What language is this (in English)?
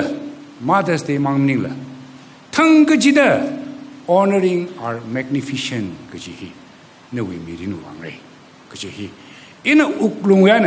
Tangkhul Naga (India)